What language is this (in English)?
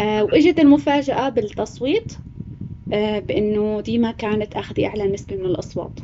North Levantine Arabic